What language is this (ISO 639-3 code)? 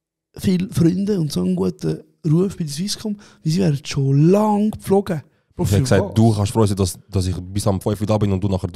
gsw